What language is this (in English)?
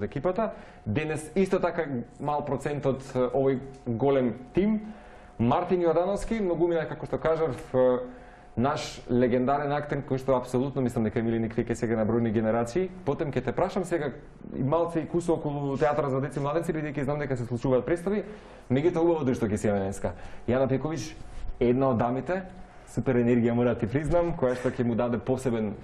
Macedonian